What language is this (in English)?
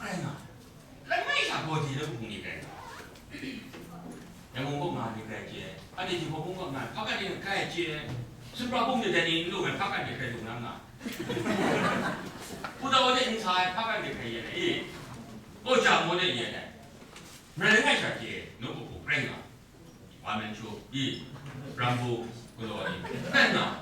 Kachin